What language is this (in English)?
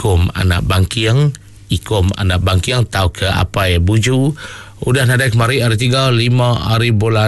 Iban